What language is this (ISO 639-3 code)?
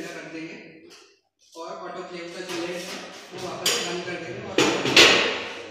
hin